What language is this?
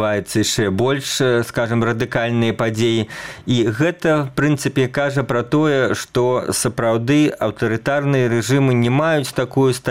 Belarusian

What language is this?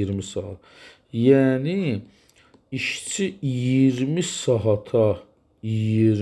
Azerbaijani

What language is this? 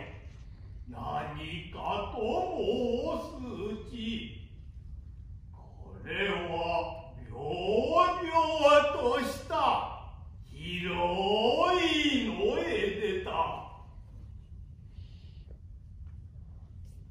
Japanese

